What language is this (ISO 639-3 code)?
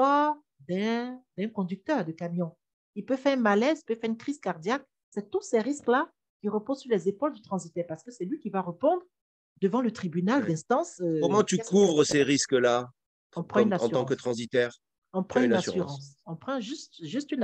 fra